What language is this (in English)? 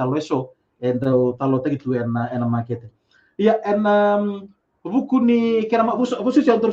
Fijian